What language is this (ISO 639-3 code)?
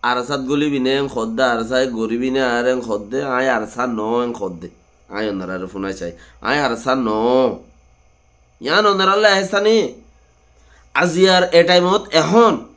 rhg